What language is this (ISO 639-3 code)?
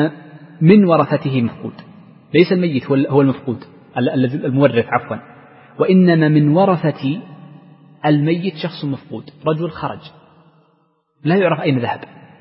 ara